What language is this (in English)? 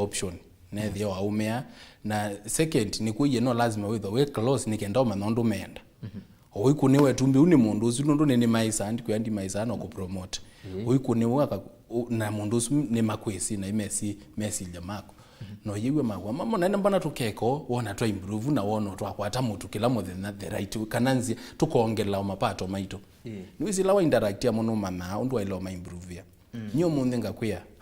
Kamba